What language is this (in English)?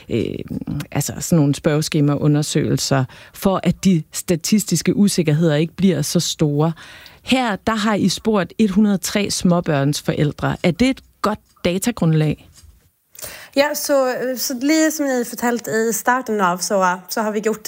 Danish